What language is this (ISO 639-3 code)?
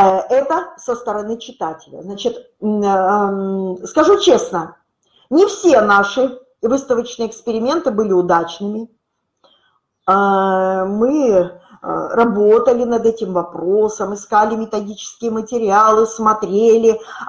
rus